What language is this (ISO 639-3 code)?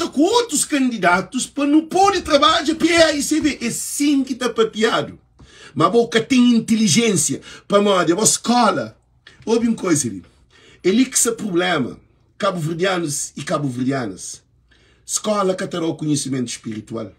kea